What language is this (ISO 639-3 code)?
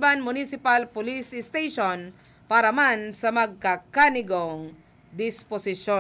bik